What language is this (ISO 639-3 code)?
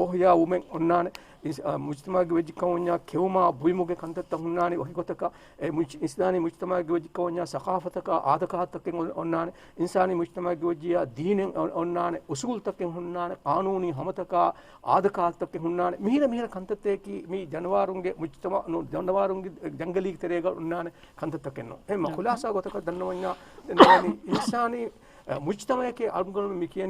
div